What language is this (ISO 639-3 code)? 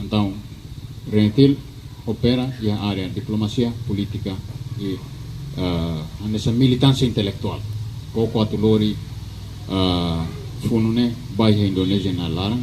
tet